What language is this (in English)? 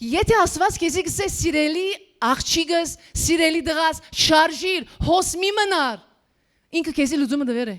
Western Armenian